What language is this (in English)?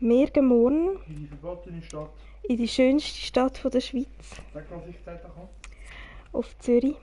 Swiss German